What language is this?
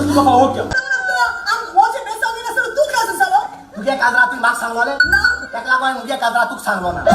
Konkani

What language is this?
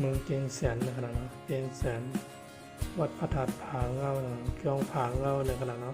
Shan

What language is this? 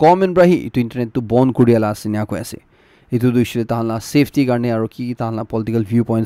Naga Pidgin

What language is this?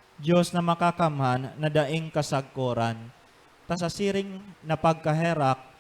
Bikol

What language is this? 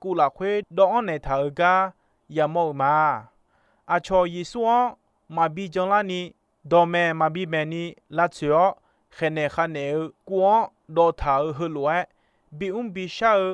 Akha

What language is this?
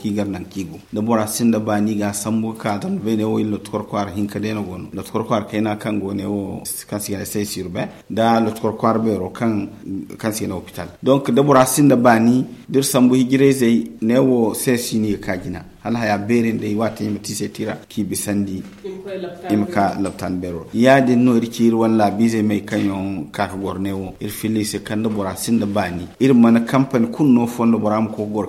Zarma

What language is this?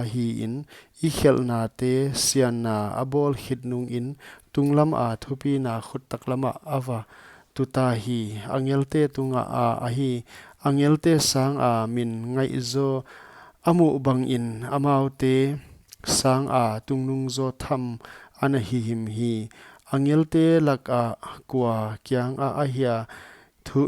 Paite Chin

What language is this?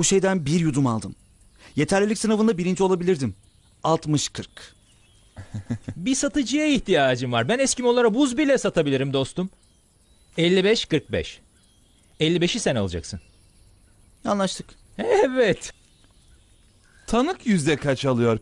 Turkish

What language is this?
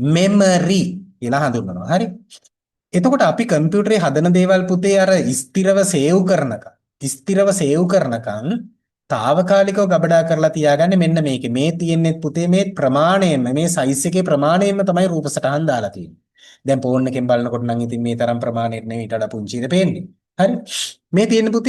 Sinhala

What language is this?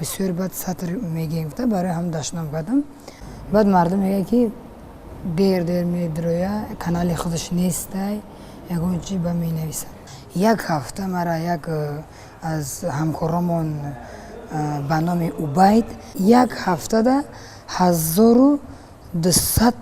Tajik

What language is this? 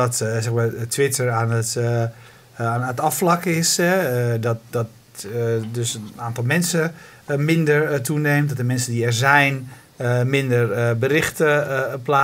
Dutch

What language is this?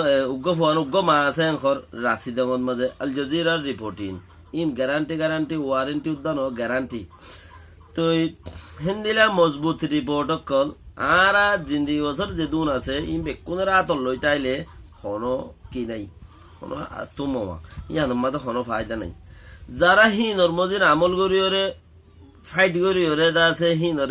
Rohingya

